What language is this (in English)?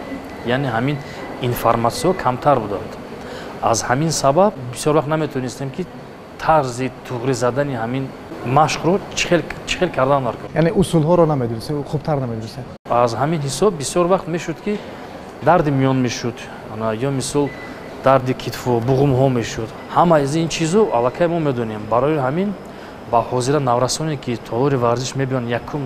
Tajik